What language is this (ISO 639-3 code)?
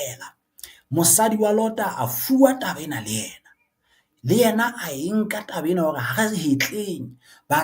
sot